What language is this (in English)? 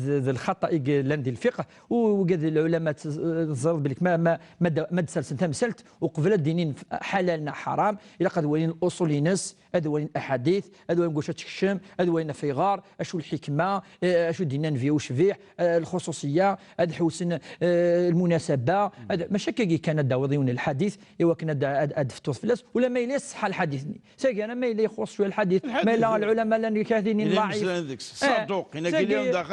Kabyle